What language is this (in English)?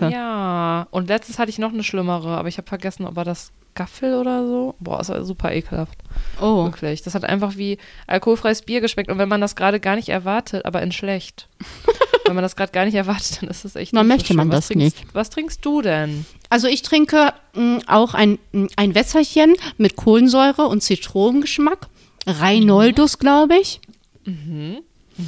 German